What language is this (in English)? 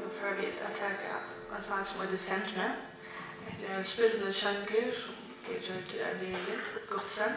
Faroese